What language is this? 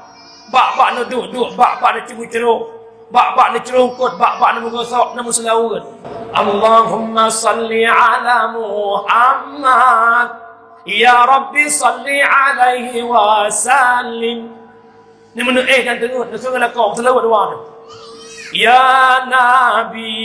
Achinese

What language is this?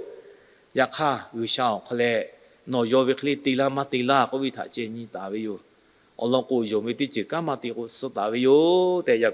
Lahu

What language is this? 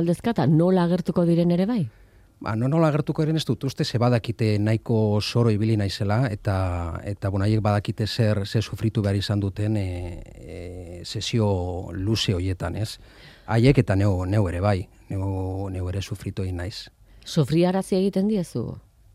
Basque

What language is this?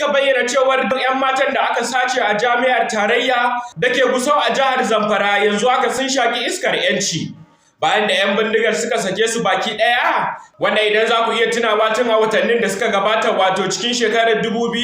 Hausa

